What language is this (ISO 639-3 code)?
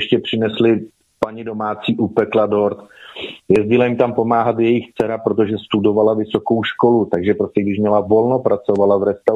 ces